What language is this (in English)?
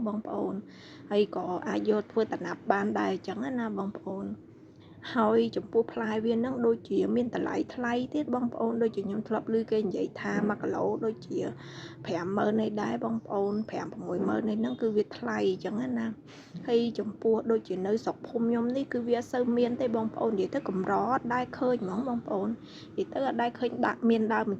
Khmer